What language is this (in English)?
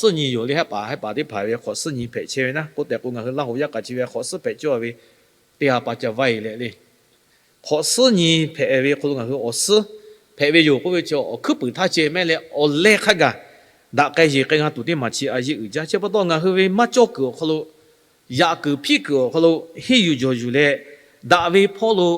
Lahu